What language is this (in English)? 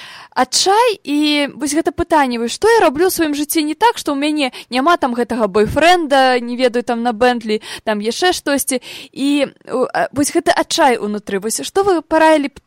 Belarusian